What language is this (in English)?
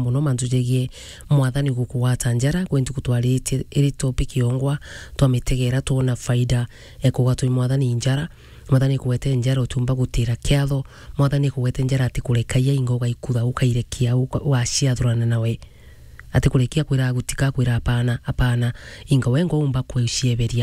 Meru